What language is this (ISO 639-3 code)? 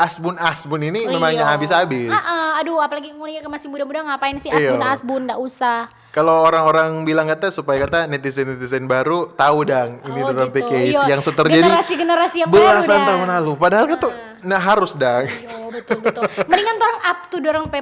xmm